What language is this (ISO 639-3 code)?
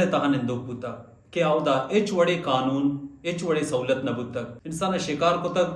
bal